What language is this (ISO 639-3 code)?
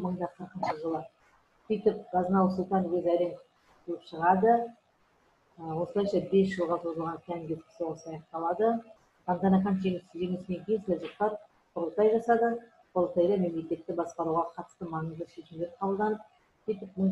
kaz